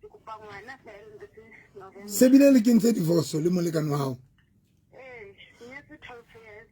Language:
Southern Sotho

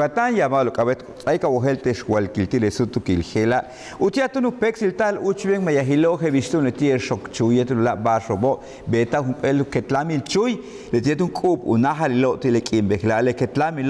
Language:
Yucateco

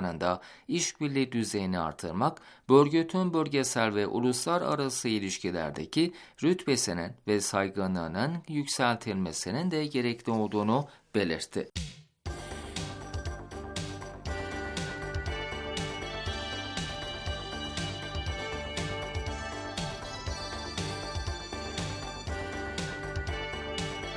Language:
Turkish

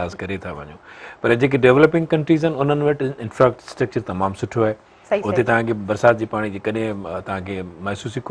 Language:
Sindhi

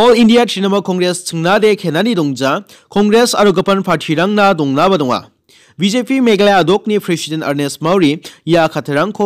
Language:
Garo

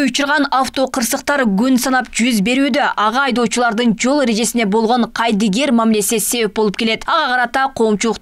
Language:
Kyrgyz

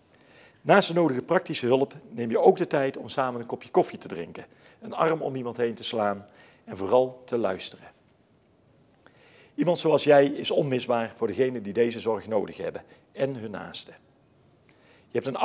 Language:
Dutch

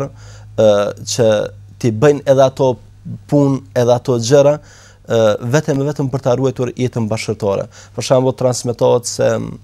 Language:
Albanian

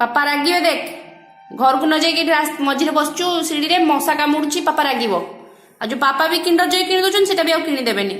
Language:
Odia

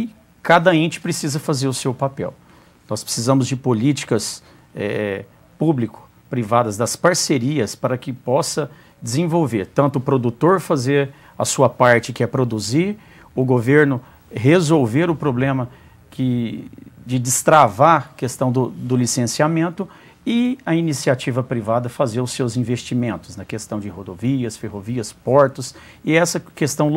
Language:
Portuguese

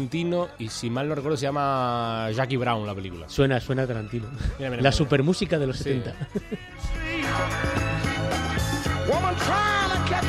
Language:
Spanish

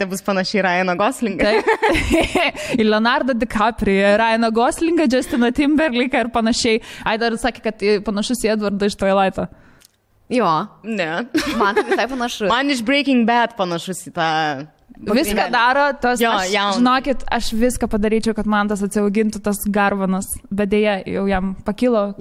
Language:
Lithuanian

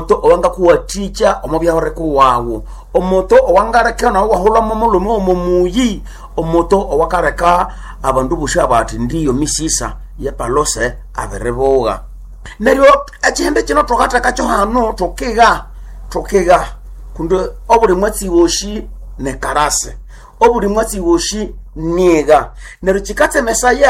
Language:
Nande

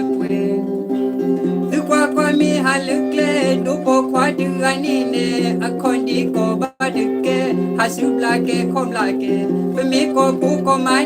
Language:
S'gaw Karen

